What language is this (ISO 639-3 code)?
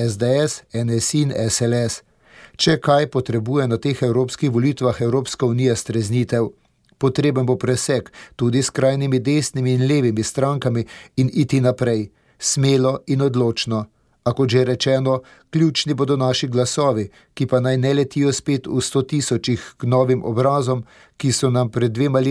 slv